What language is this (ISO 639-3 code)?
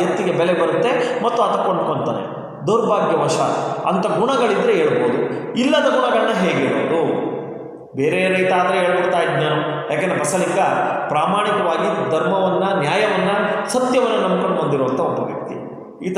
kan